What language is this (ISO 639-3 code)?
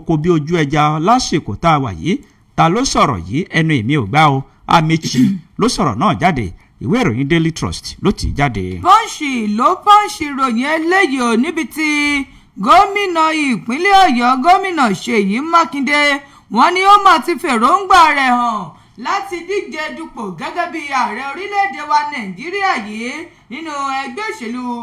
yor